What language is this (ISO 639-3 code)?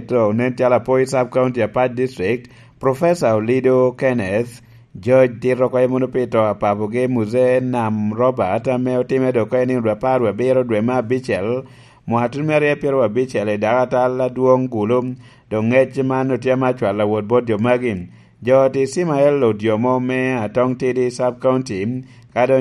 laj